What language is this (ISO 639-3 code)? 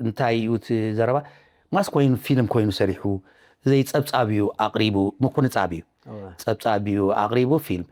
tir